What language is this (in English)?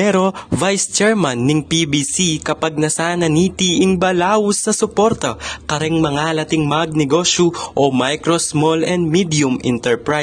Pampanga